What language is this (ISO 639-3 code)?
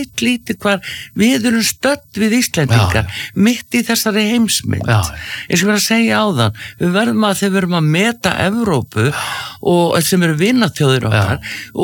isl